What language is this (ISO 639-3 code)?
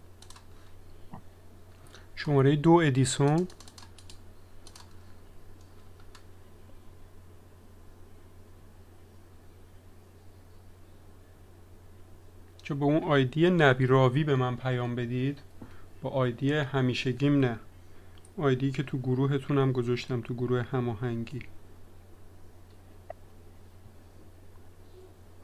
fas